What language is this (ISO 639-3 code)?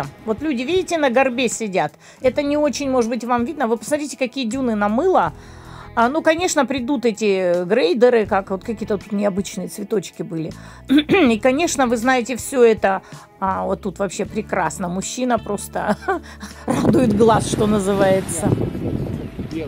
rus